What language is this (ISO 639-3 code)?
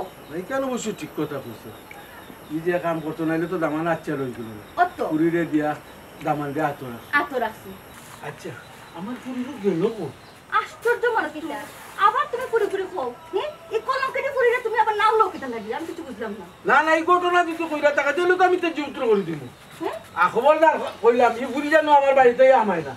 syl